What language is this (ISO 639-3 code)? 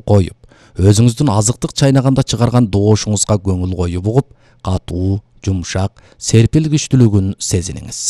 kir